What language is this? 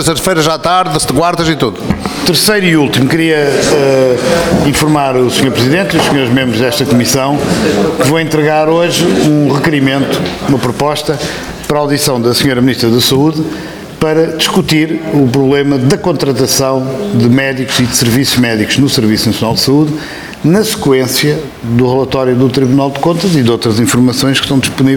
Portuguese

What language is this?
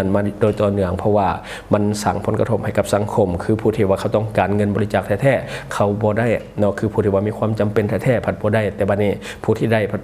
Lao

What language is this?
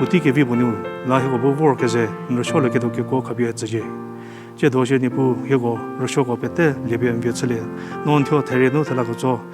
Angami Naga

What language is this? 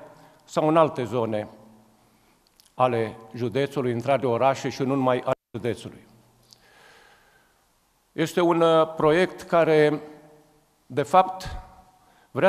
Romanian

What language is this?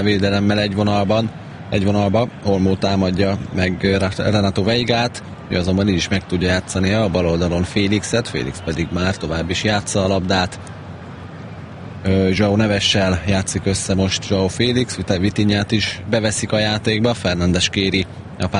Hungarian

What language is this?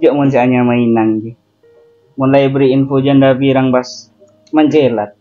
Madurese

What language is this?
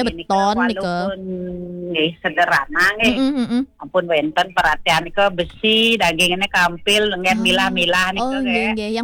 Balinese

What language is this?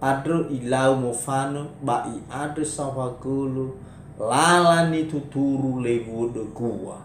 Nias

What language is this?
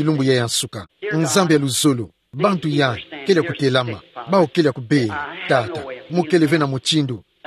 Kituba (Democratic Republic of Congo)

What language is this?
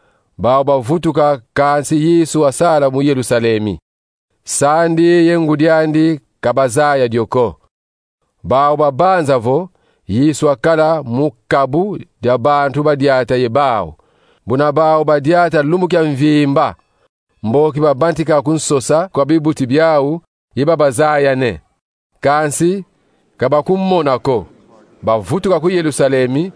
Kongo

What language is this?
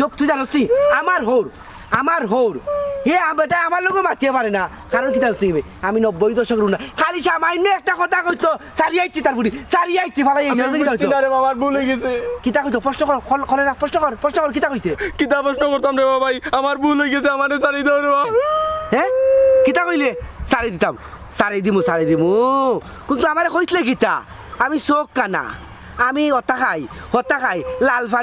Sylheti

